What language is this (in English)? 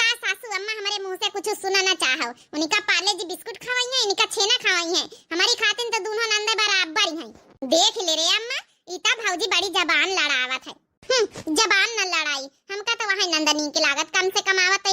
Awadhi